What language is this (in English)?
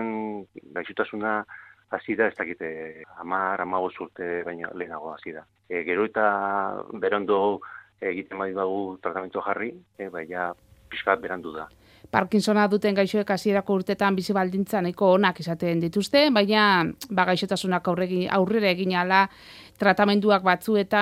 Basque